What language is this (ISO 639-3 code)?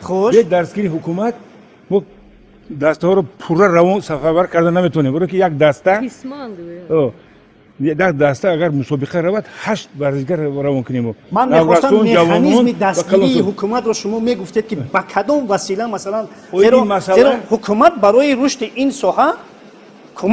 tgk